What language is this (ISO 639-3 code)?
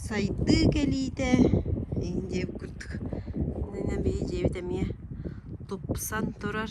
sah